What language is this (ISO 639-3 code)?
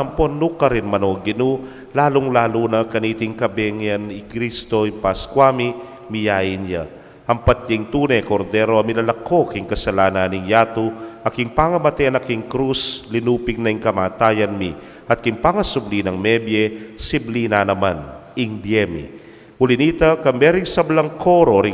pam